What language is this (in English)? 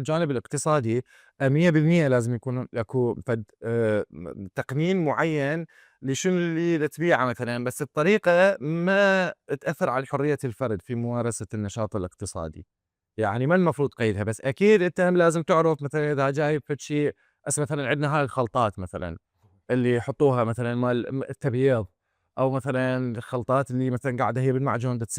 Mesopotamian Arabic